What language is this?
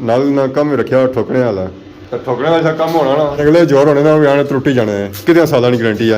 Pahari-Potwari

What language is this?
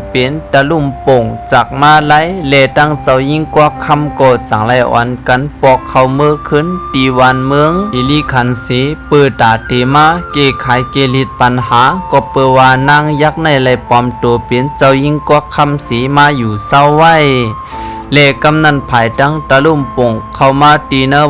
Shan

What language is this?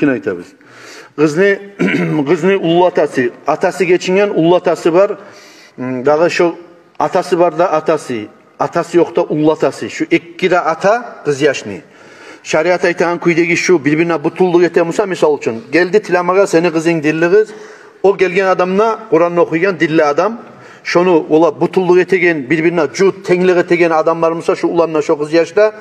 Kumyk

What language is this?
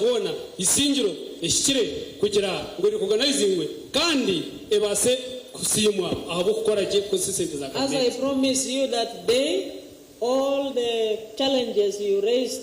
Nyankole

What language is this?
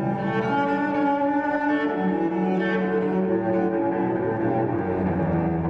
Serbian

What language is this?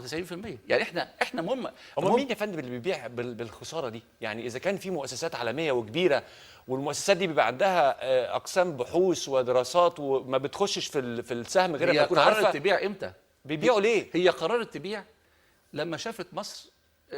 Egyptian Arabic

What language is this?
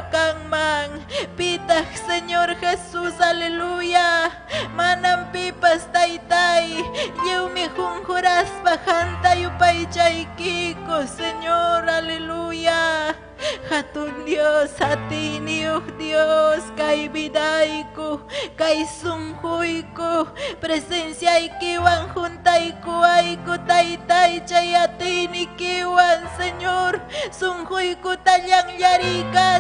Ayacucho Quechua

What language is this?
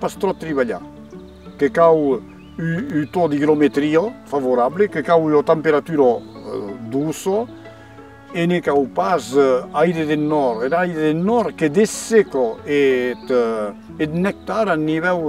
Occitan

